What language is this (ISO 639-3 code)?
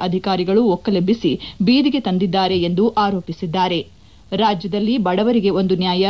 kan